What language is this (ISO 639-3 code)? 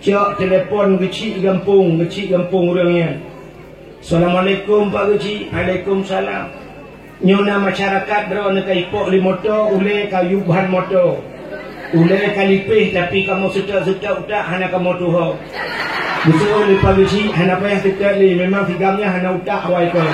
ace